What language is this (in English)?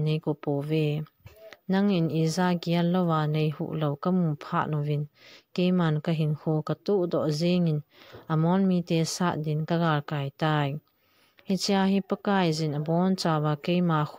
Thado Chin